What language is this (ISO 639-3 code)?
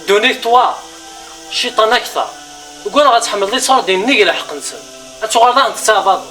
kab